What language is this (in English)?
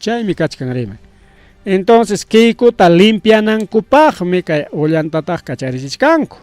Ayacucho Quechua